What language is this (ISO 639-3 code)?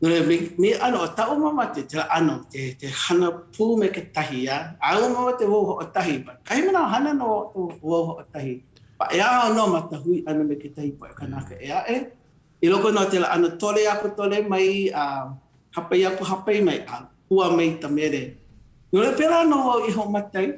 haw